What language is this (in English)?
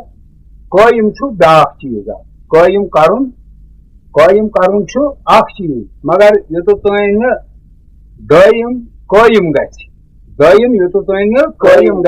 Kashmiri